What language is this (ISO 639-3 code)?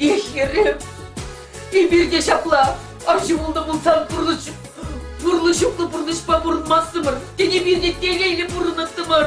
chv